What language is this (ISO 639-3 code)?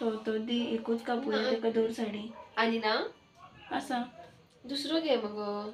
kok